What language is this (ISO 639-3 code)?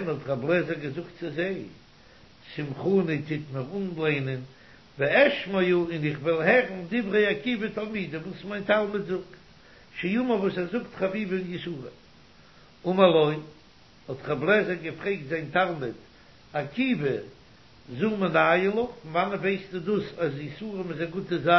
yid